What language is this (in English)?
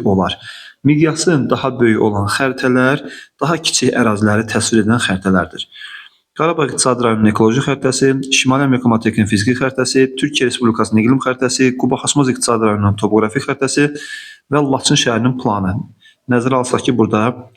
Azerbaijani